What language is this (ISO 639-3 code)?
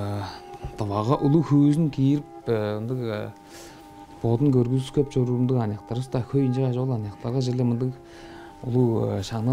tyv